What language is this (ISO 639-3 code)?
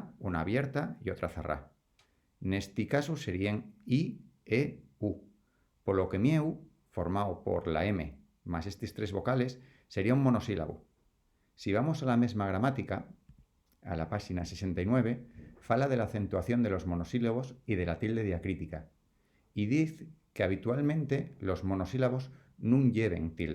ast